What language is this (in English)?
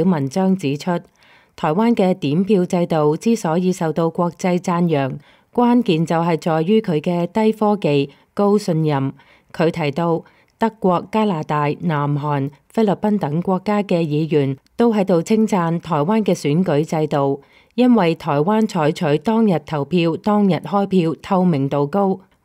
Cantonese